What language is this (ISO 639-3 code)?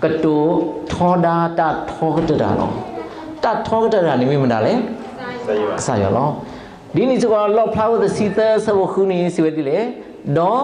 ksw